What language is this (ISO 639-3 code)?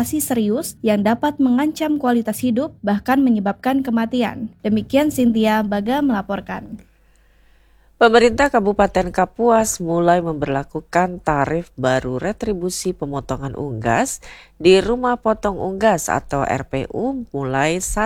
ind